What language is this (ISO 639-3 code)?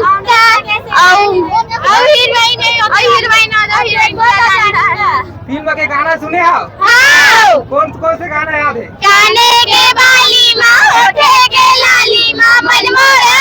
hne